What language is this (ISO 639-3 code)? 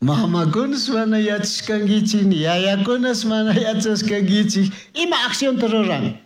qug